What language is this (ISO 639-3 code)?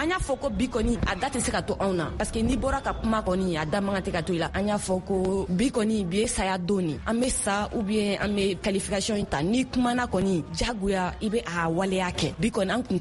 bam